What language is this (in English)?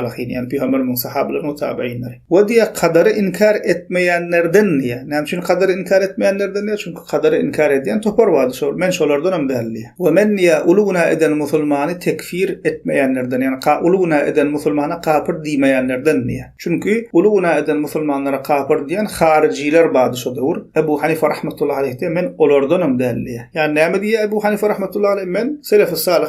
Turkmen